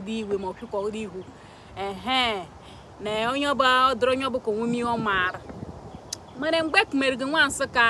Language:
Igbo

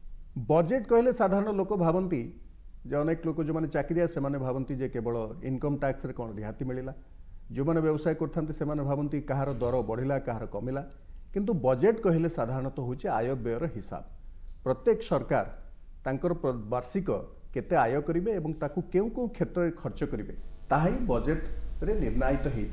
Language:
Odia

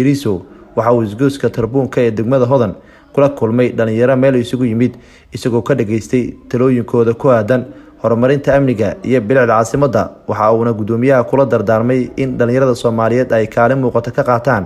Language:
Somali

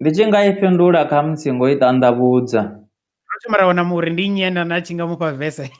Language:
Venda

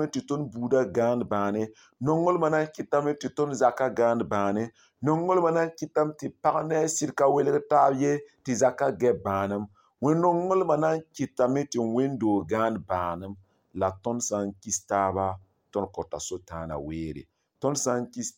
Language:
Mossi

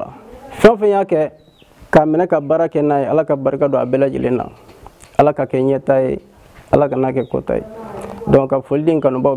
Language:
Bambara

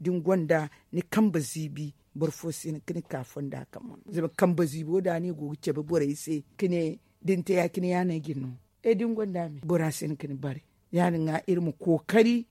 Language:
Zarma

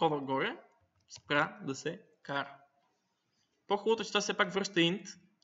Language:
Bulgarian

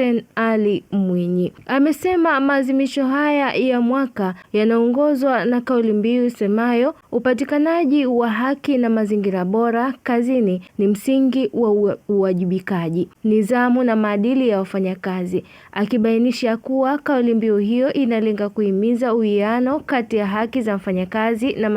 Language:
Swahili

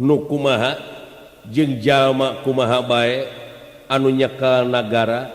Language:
Sundanese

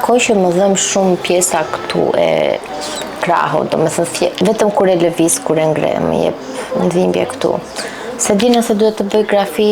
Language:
Albanian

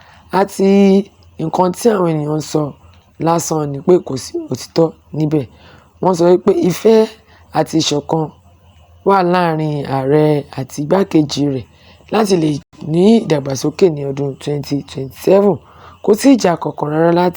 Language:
Yoruba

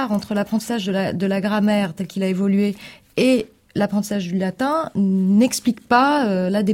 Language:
French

